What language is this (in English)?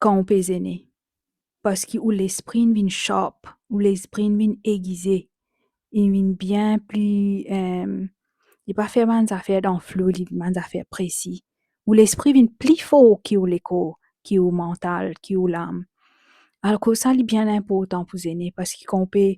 Morisyen